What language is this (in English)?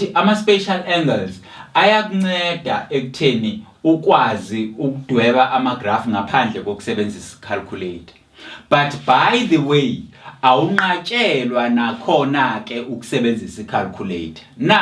Zulu